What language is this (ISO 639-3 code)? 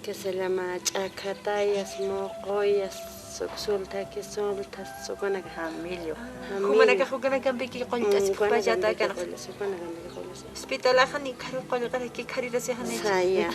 aym